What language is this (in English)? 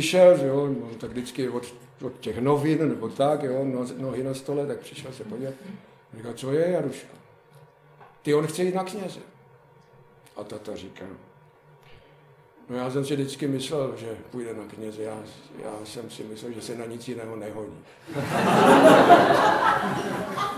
Czech